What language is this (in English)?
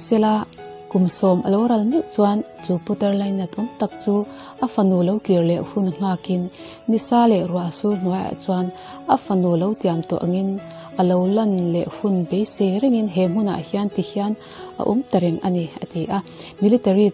Mizo